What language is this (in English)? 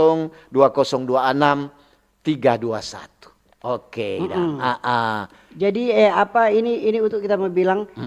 Manado Malay